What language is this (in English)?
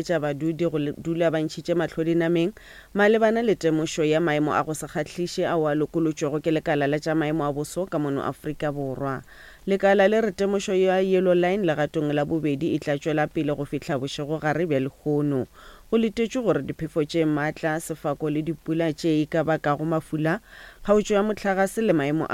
Northern Sotho